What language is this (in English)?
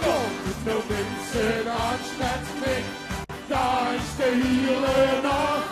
Limburgish